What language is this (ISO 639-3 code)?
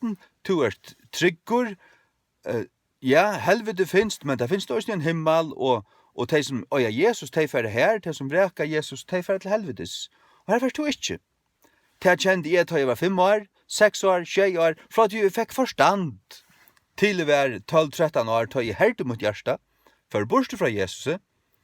fao